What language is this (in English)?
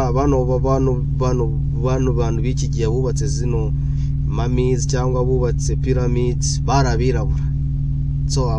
Kinyarwanda